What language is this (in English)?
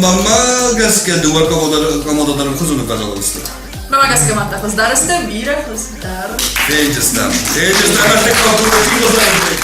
Ossetic